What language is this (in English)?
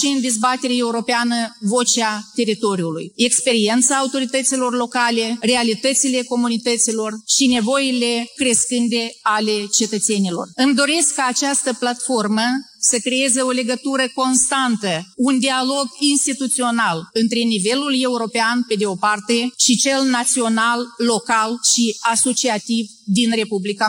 Romanian